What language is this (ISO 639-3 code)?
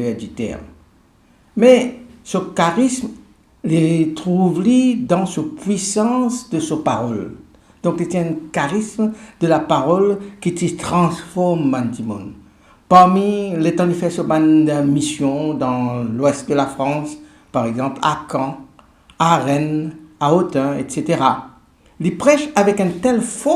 mfe